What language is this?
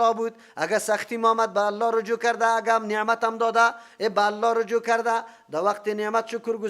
Persian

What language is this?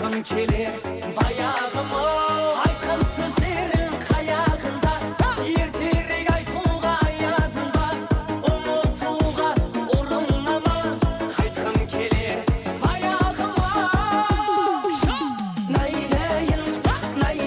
Kara-Kalpak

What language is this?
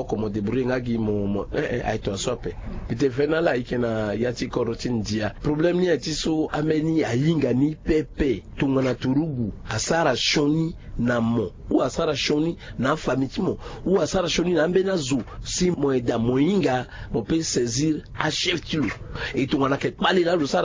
Sango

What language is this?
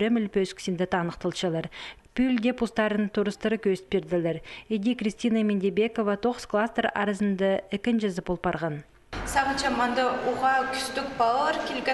Khakas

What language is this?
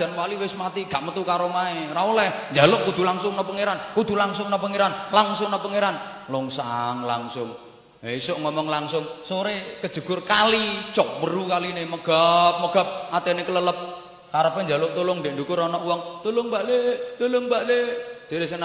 Javanese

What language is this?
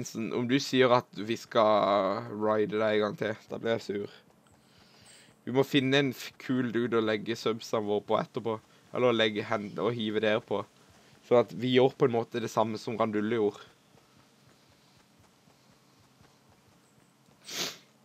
Norwegian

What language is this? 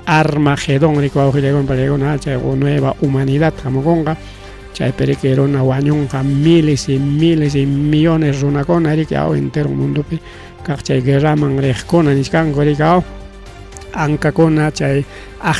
Ayacucho Quechua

